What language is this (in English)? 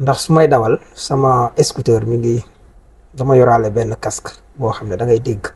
Wolof